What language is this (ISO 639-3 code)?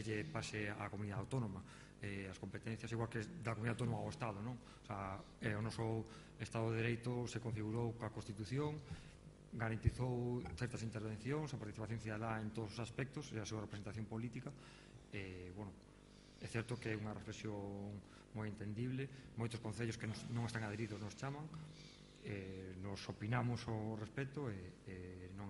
glg